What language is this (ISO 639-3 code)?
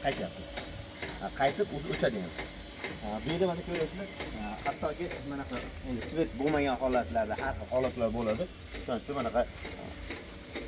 uzb